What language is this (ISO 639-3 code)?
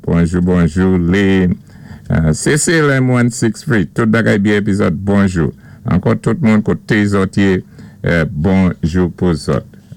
acf